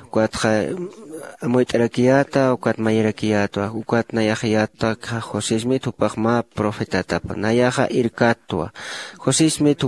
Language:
Aymara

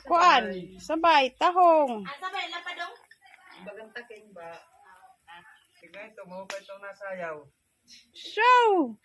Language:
Waray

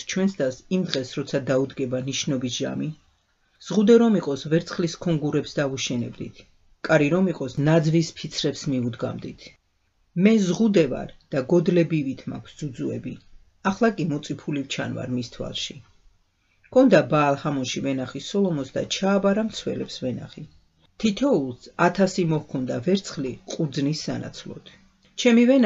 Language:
Georgian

